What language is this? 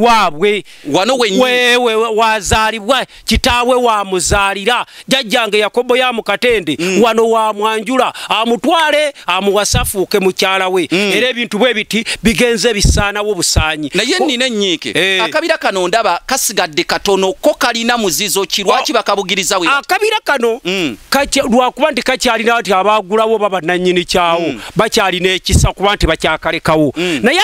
Ganda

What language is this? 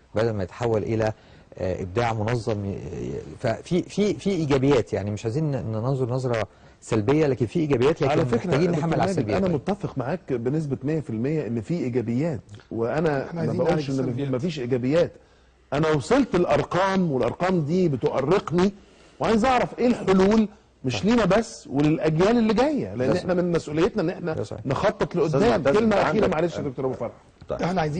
Egyptian Arabic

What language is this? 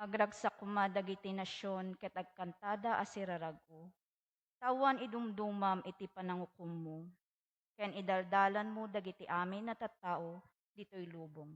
Iloko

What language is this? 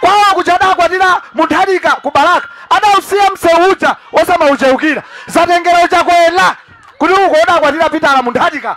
Nyanja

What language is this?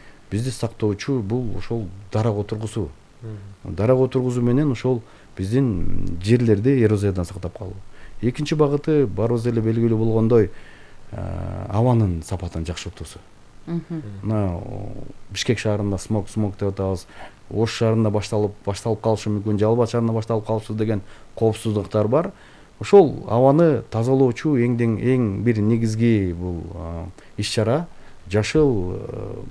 Kyrgyz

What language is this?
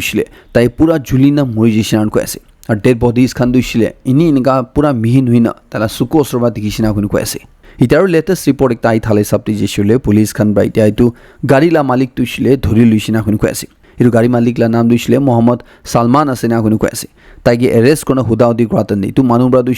Naga Pidgin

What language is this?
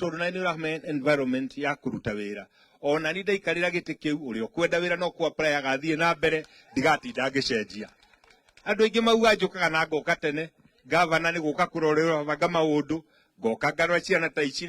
Kikuyu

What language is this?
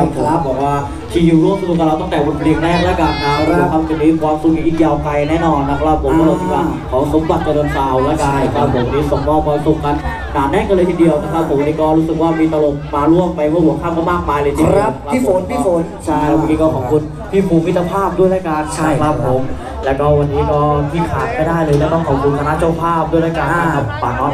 Thai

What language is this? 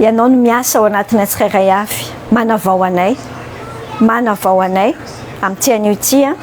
Malagasy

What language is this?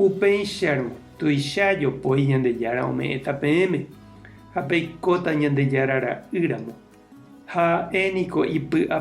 Guarani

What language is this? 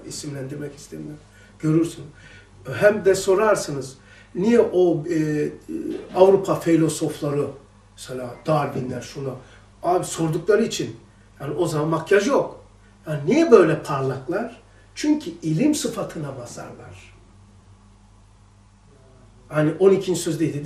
Turkish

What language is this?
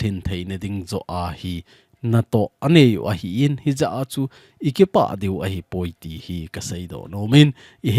Thado Chin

